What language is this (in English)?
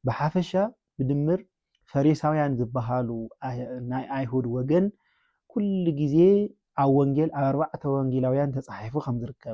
Tigrinya